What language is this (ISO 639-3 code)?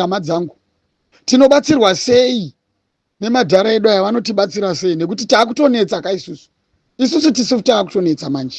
sna